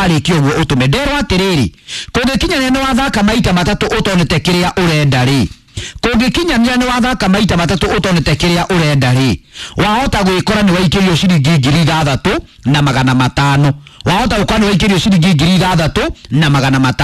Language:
Kikuyu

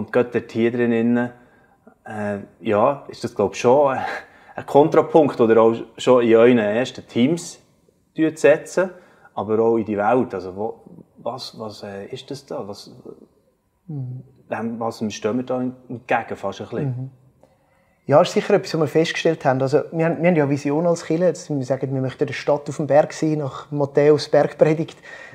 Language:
Swiss German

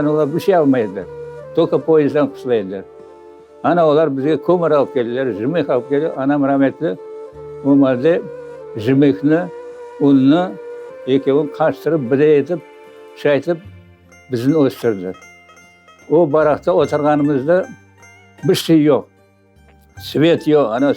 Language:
Crimean Tatar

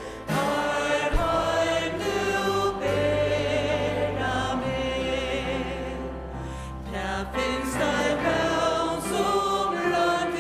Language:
Faroese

